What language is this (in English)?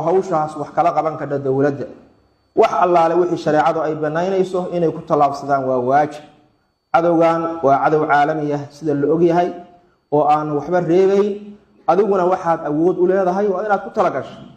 Somali